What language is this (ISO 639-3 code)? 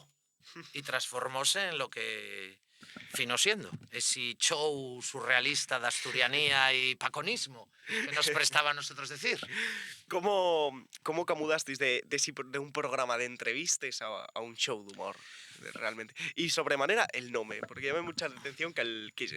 ast